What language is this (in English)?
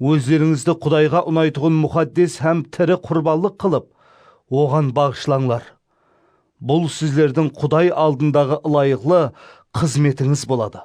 Kara-Kalpak